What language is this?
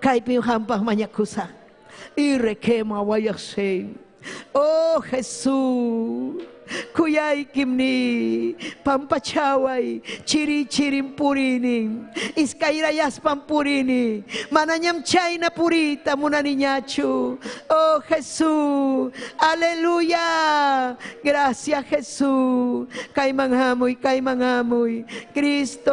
Ayacucho Quechua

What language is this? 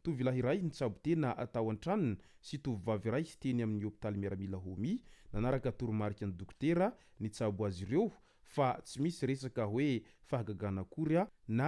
Malagasy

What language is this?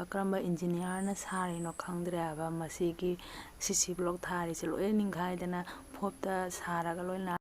Manipuri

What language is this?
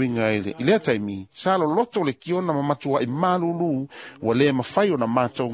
Samoan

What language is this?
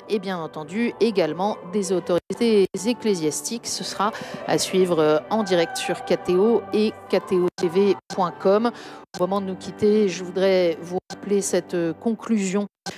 French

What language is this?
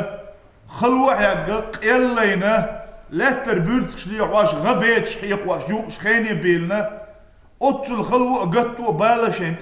Chechen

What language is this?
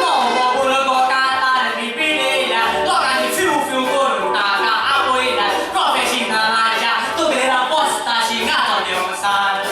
Konkani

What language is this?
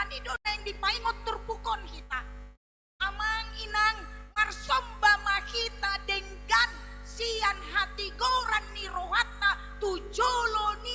Batak Toba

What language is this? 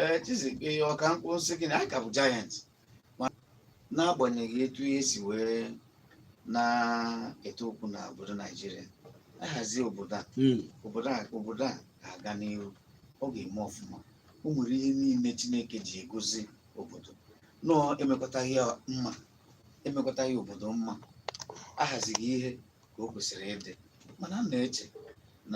Igbo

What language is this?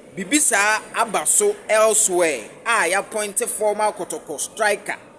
Akan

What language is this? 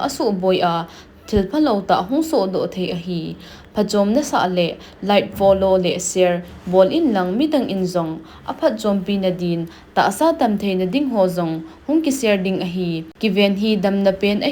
Thado Chin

